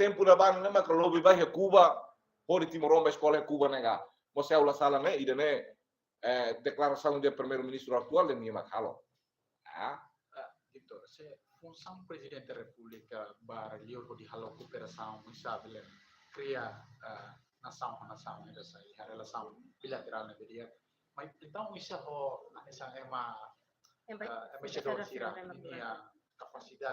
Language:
Tetum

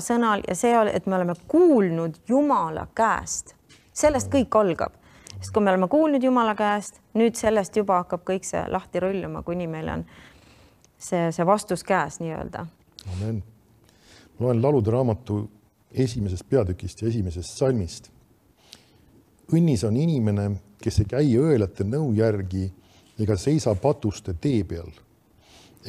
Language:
Estonian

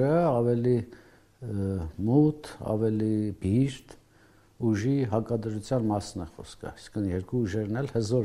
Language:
Armenian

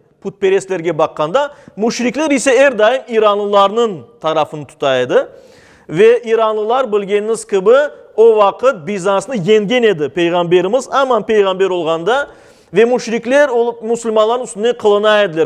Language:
Crimean Tatar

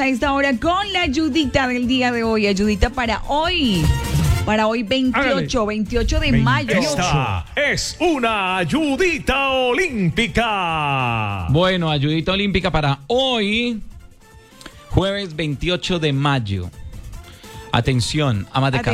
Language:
Spanish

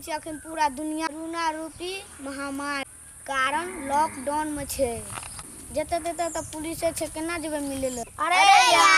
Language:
Maithili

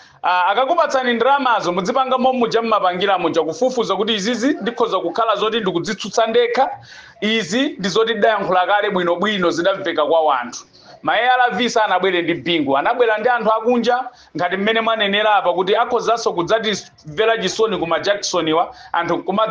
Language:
Nyanja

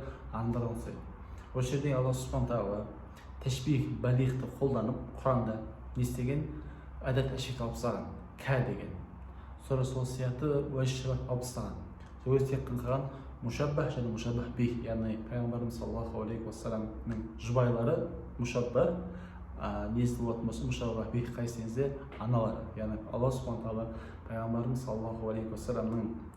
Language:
Kazakh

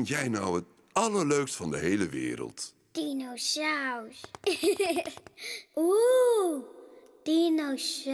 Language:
Dutch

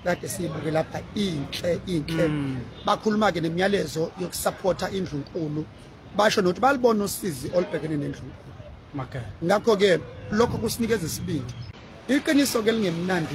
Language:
Zulu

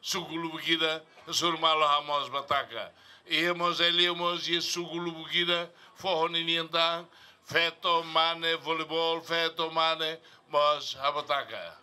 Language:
Tetum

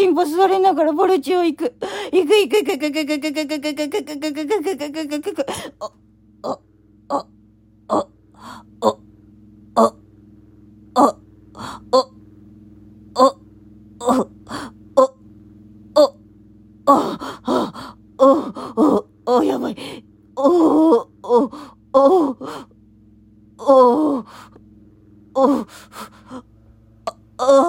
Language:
Japanese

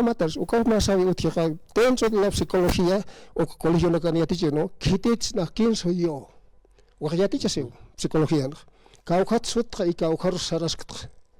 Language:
Aymara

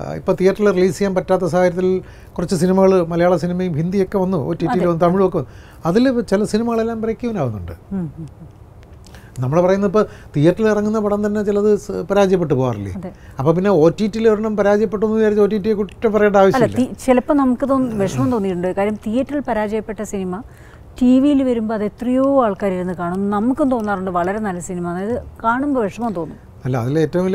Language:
Malayalam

